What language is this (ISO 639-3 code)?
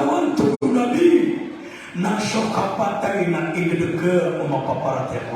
mrw